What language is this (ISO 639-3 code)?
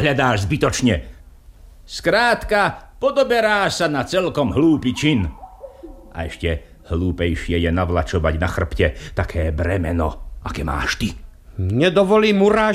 slk